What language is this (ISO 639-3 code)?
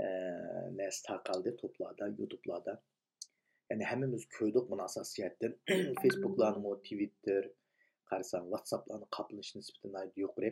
uig